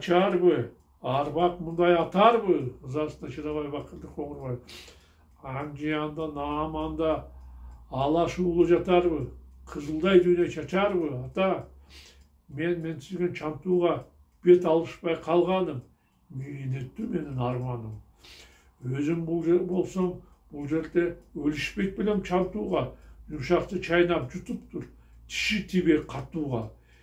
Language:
Kyrgyz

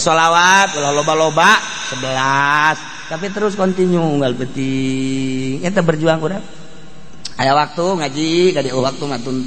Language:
Sundanese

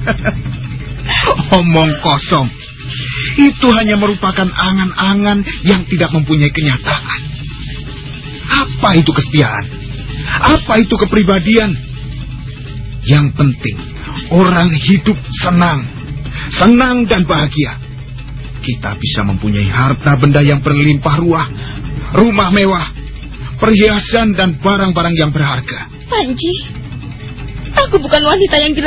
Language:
Indonesian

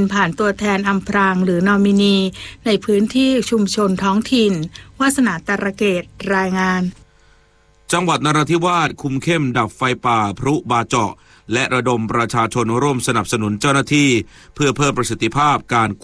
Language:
Thai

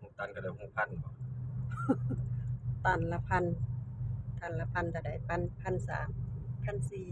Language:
Northeastern Thai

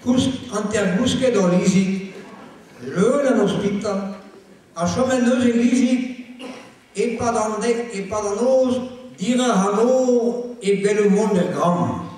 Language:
Breton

